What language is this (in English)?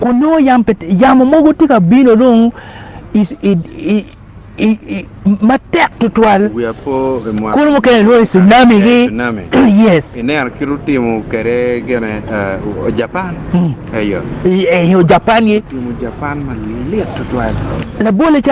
Acoli